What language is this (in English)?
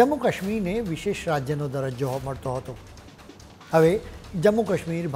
Gujarati